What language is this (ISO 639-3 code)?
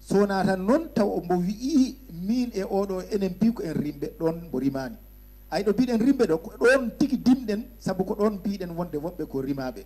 ful